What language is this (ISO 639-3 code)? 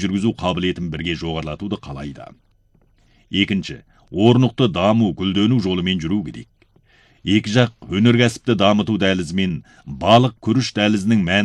kaz